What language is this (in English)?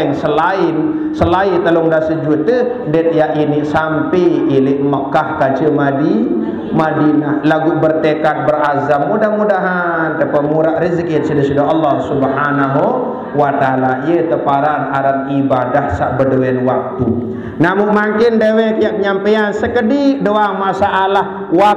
Sasak